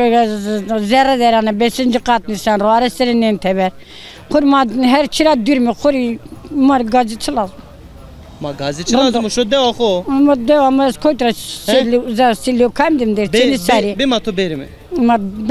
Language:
Zaza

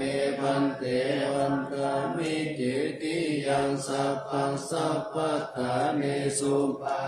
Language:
Pali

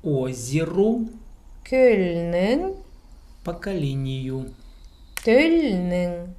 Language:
Khakas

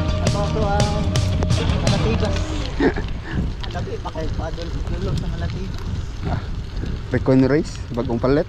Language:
Cebuano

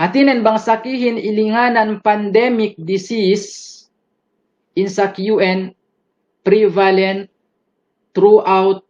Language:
Yakan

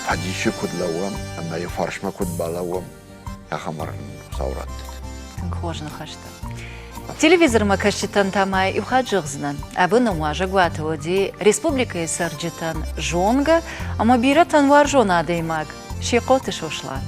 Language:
Ossetic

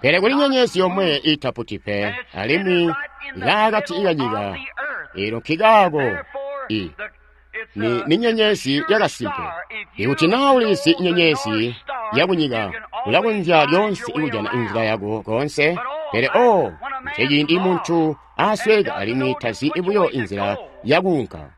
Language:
Tonga (Zambia)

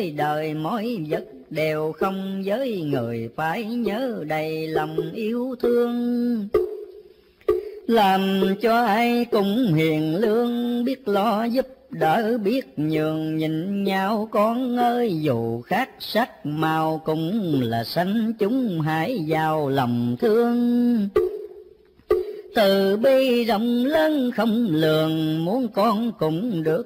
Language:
Vietnamese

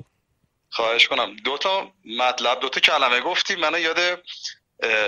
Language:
Persian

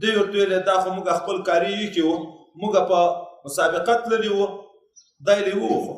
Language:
Pashto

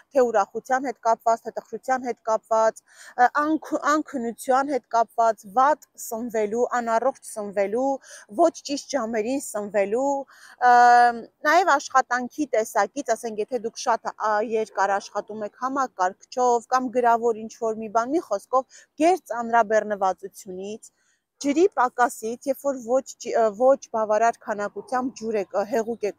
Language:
Armenian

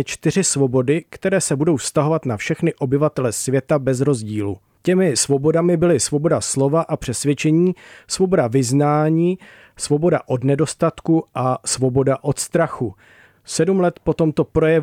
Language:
Czech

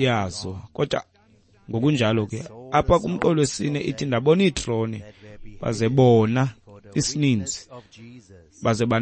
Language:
Xhosa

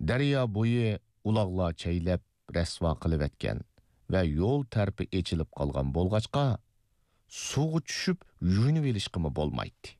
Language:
Uyghur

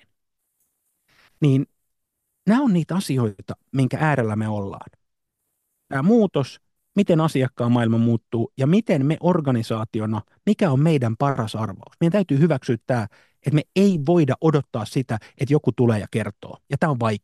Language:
Finnish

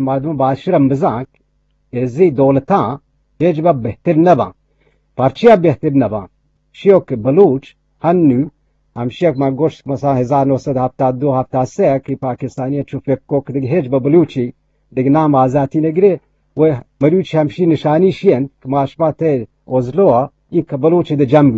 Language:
Eastern Balochi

